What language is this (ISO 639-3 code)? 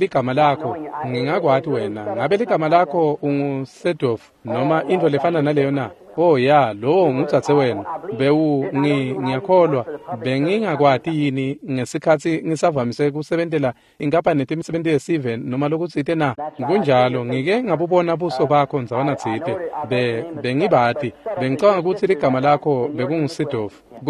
ssw